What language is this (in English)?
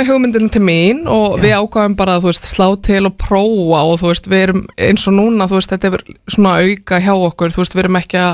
Icelandic